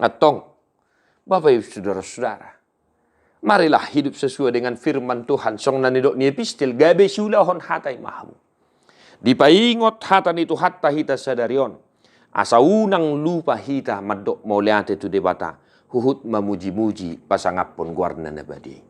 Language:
Batak Toba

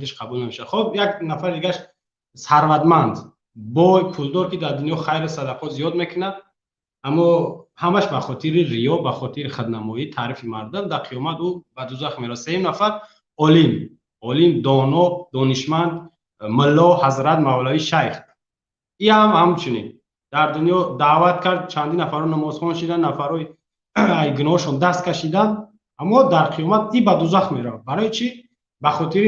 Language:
Tajik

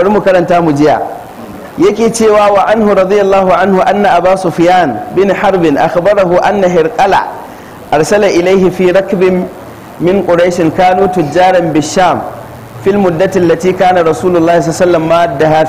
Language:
Hausa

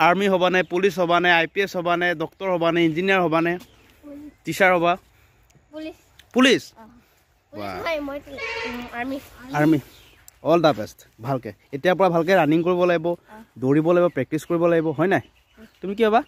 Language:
Assamese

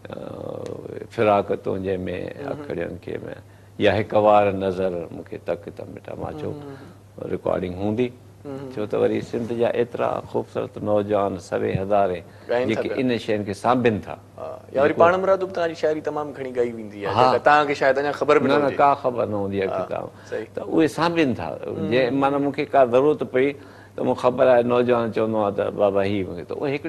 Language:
Sindhi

